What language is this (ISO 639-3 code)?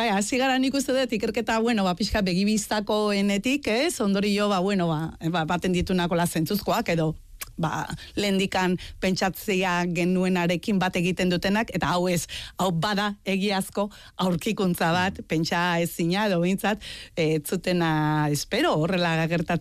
eus